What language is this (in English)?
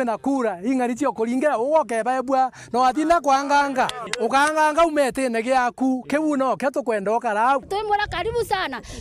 Meru